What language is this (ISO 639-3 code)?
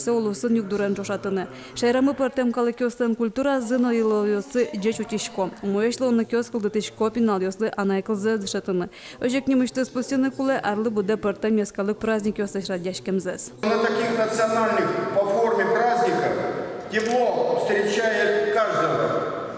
udm